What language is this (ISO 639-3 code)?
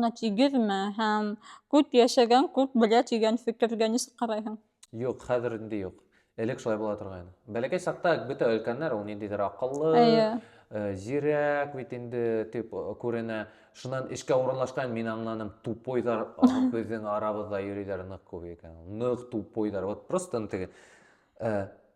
bak